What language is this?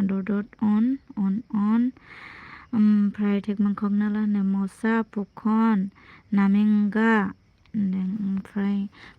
Bodo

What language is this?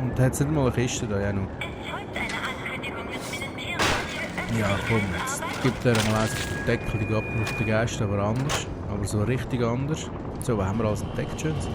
Swiss German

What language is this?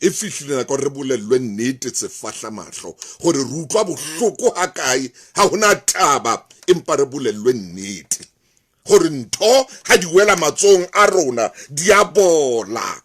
Southern Sotho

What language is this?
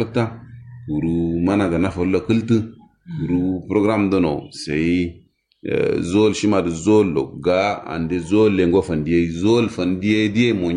Kanuri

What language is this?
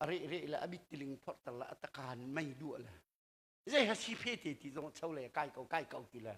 Hakha Chin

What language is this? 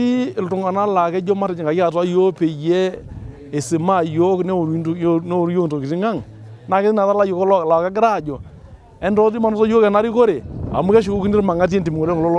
Masai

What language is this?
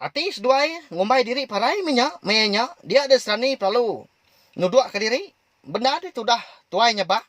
Iban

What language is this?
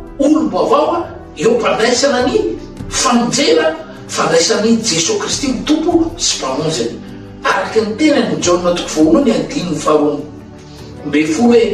Malagasy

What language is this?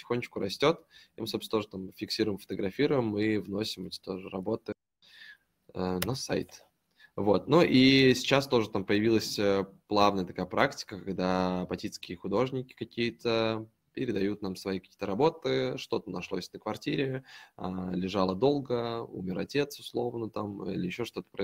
Russian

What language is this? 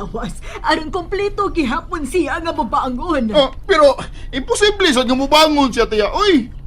Cebuano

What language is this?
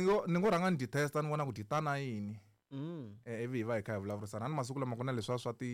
Tsonga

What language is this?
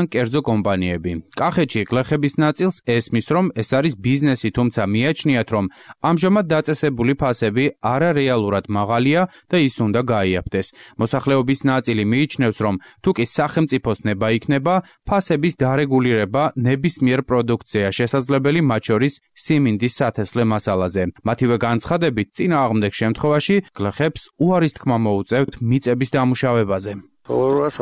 Georgian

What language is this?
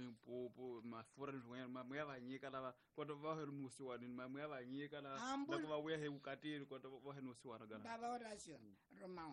Tsonga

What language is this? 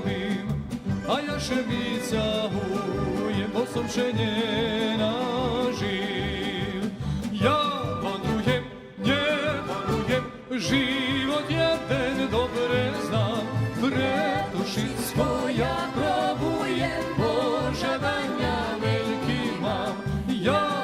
Rusyn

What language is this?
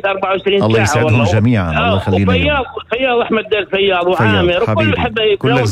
North Levantine Arabic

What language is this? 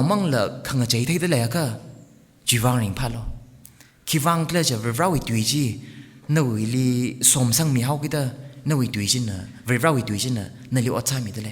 Tangkhul Naga (India)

